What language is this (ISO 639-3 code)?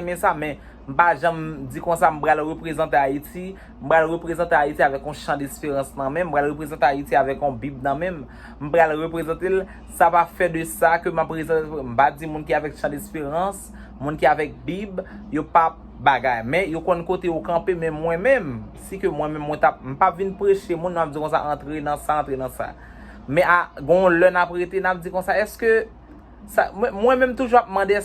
hat